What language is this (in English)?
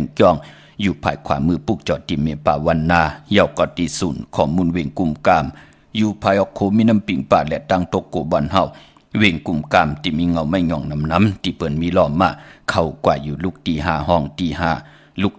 Shan